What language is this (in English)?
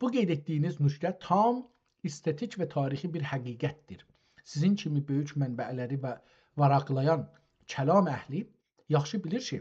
South Azerbaijani